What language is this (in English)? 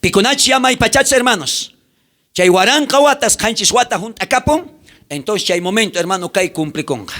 South Bolivian Quechua